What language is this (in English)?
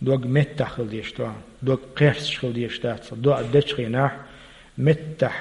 Chechen